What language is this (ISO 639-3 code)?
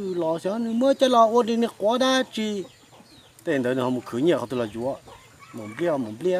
hmn